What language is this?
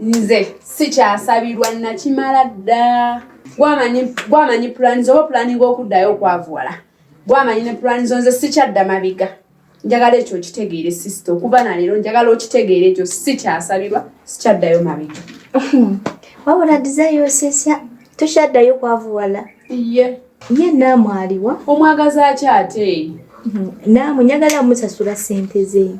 Ganda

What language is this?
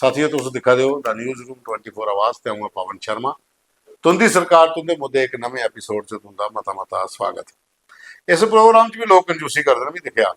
Dogri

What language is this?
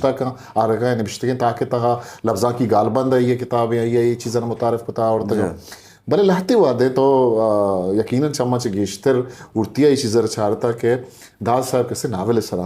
Eastern Balochi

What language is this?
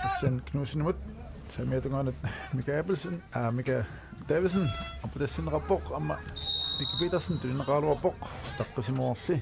Kalaallisut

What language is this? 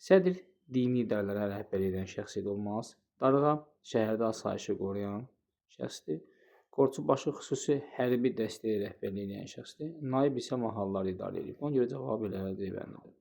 Azerbaijani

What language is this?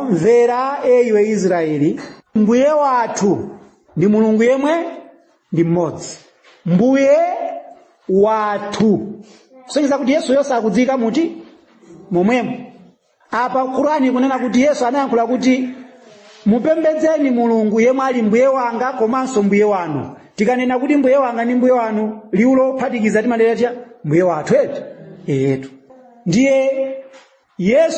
Nyanja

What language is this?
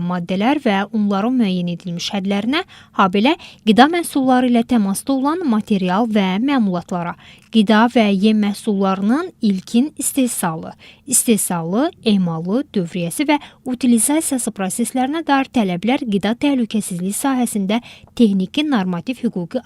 Azerbaijani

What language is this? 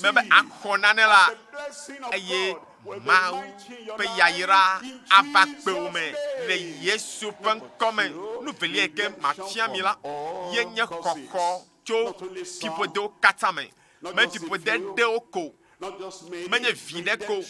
Ewe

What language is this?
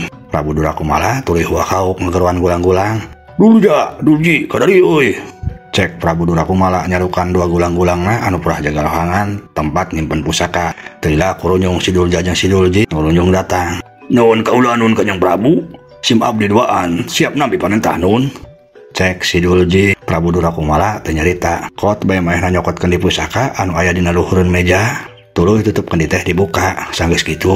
Sundanese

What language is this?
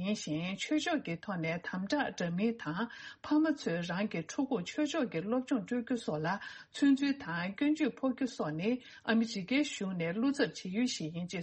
Tibetan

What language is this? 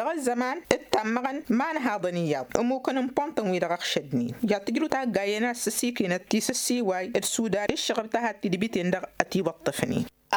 Tamasheq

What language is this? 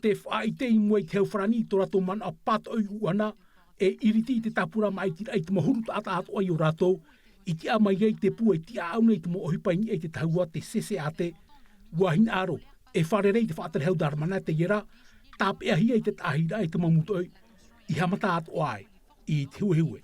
Tahitian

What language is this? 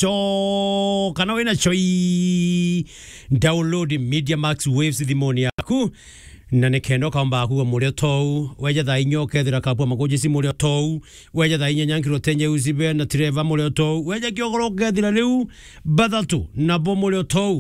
Meru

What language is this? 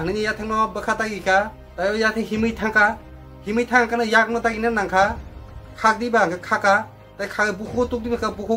Kok Borok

